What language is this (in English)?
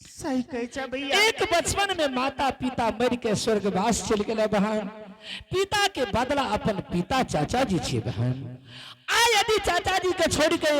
Angika